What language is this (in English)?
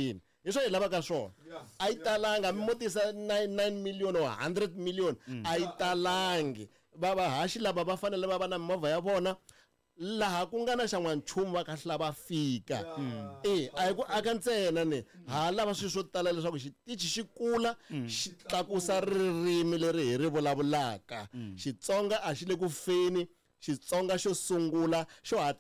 Tsonga